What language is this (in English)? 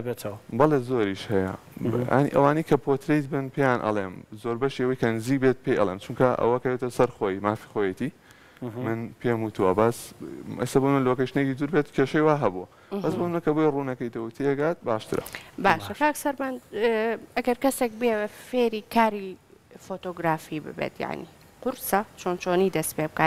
Central Kurdish